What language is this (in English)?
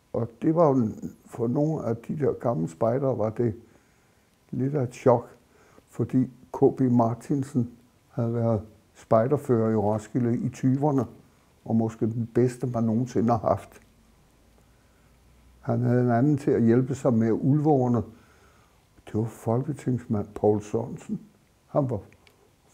Danish